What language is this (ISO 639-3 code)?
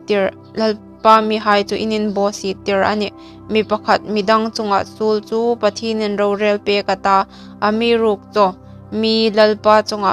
hmr